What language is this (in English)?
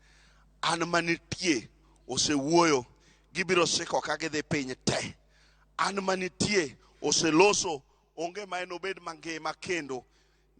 Luo (Kenya and Tanzania)